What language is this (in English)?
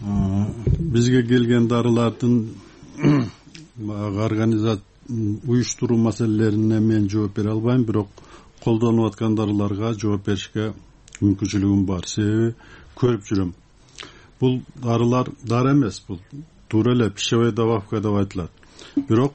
Kyrgyz